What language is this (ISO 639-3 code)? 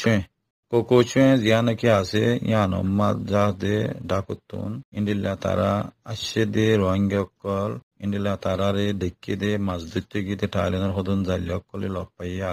rhg